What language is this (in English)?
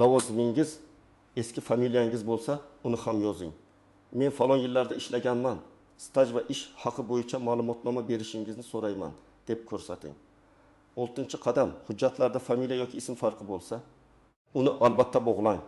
Uzbek